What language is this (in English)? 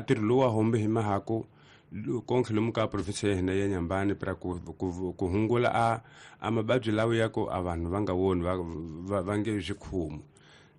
Tsonga